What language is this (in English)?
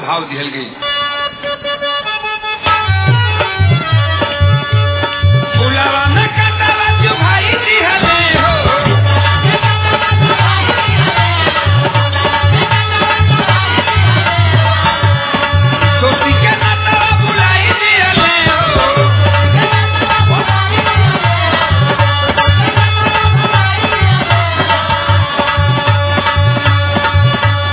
Bhojpuri